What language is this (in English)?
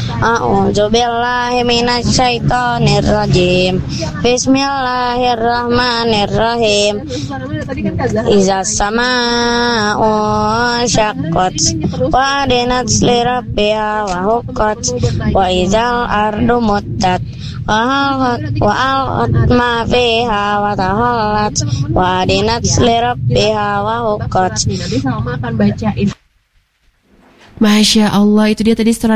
Indonesian